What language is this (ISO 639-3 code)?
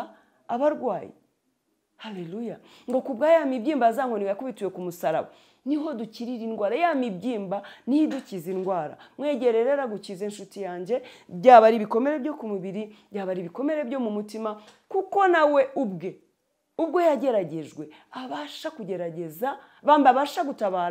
kin